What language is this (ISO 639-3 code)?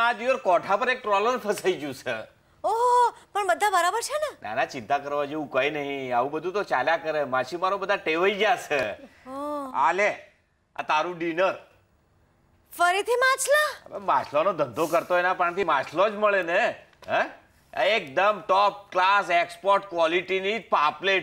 guj